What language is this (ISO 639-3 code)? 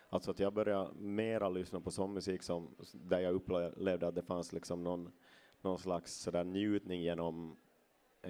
swe